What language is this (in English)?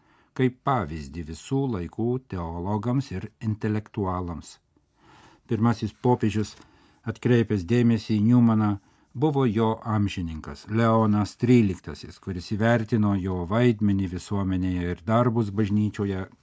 Lithuanian